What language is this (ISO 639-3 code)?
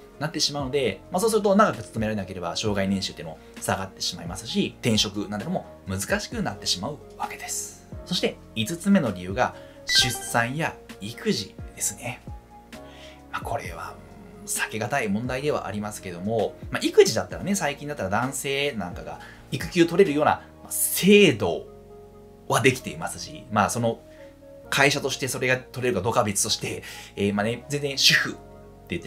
jpn